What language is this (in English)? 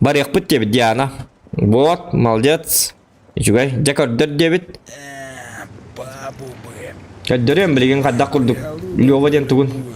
Yakut